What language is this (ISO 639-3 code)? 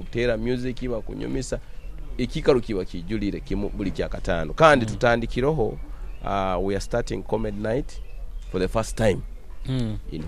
nyo